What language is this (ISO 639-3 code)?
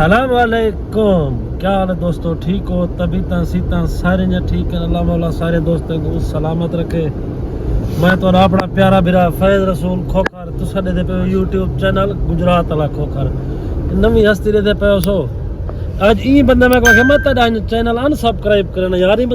skr